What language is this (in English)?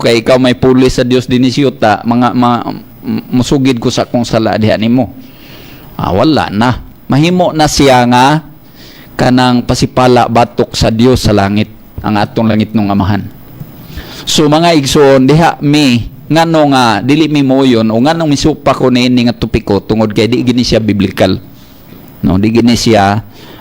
Cebuano